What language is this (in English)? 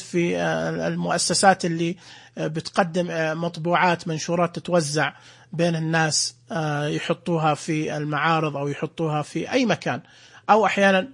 Najdi Arabic